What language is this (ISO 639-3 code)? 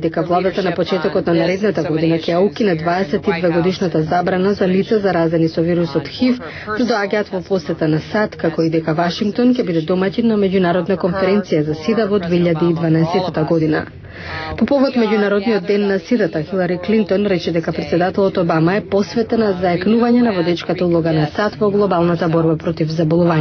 mkd